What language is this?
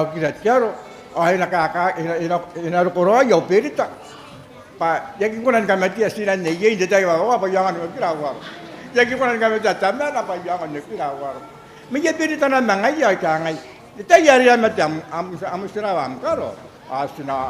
Gilbertese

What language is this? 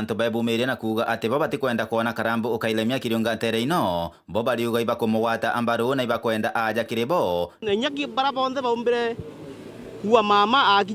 Meru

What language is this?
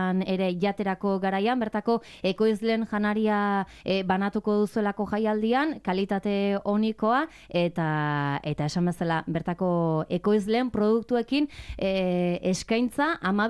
Basque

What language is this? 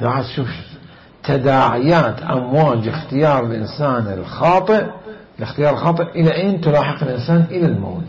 Mesopotamian Arabic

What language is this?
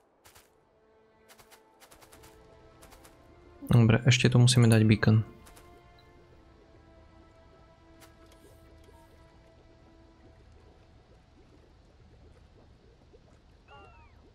Slovak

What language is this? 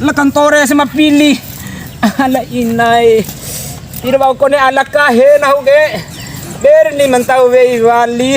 Bima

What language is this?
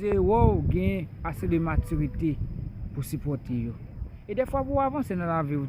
Haitian Creole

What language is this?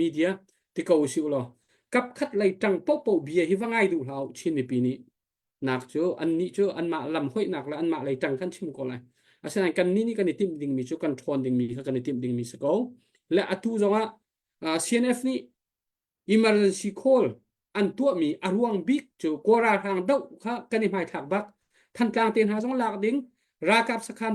Hakha Chin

